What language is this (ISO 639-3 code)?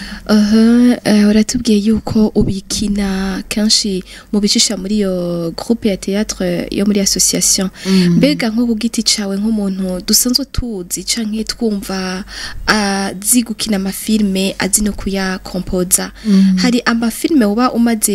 run